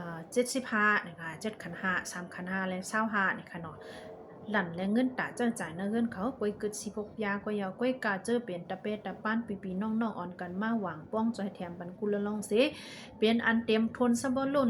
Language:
Shan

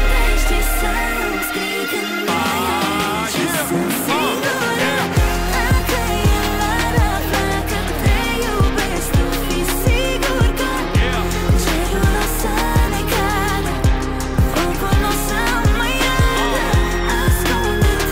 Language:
Romanian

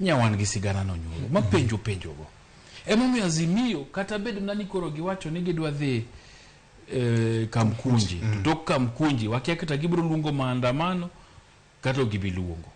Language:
Luo (Kenya and Tanzania)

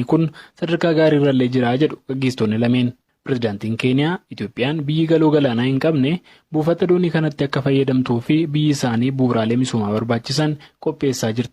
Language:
Oromo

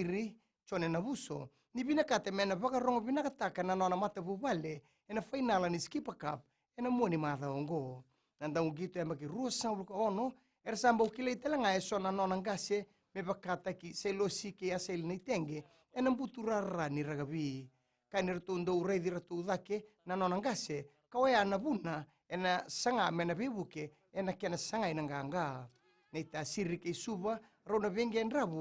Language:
Fijian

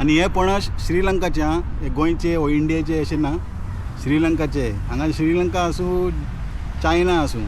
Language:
Konkani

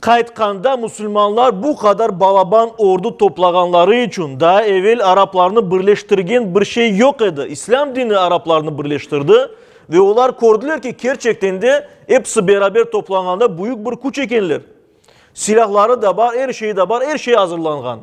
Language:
Crimean Tatar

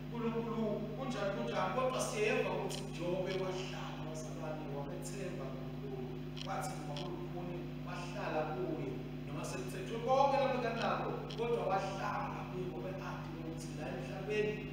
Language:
Swati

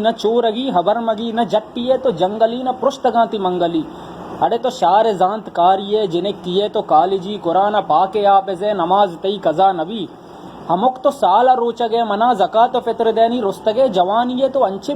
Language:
Baluchi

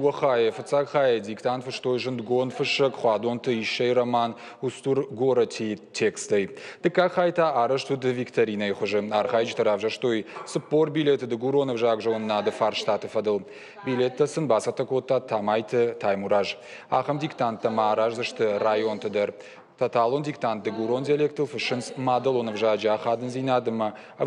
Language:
Ossetic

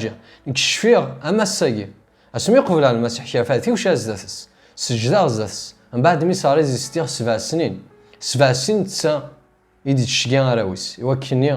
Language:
Kabyle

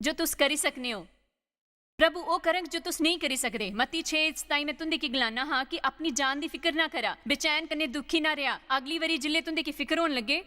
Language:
Dogri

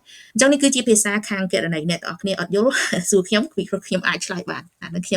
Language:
Khmer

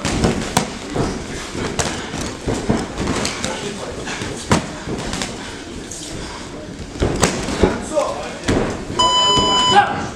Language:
Russian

